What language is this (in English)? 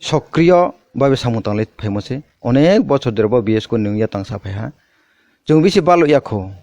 Kok Borok